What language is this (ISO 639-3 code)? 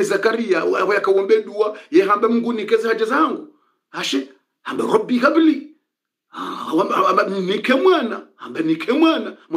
swa